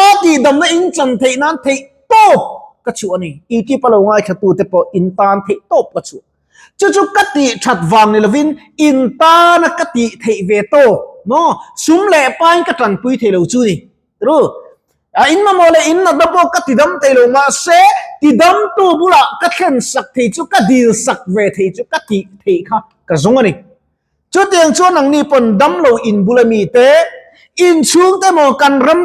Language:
Mizo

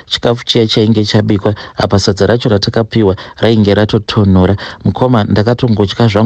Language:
Shona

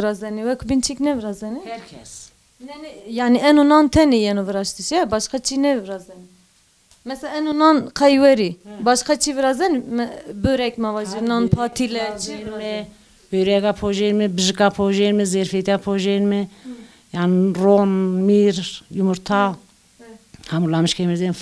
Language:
Zaza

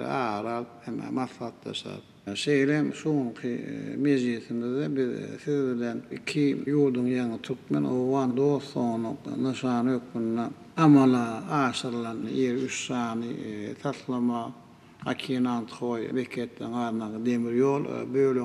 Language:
Turkmen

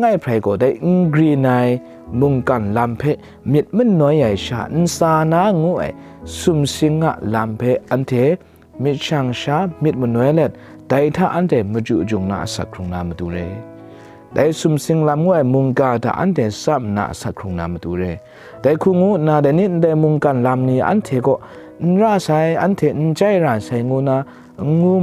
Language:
Kachin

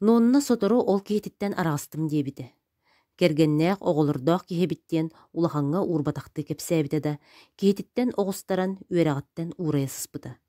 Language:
Yakut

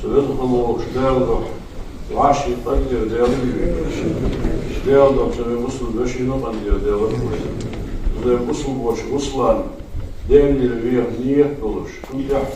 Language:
Ingush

